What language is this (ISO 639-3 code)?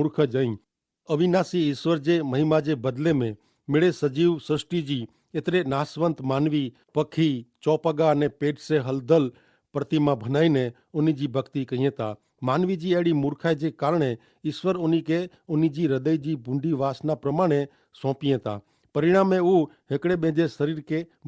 kfr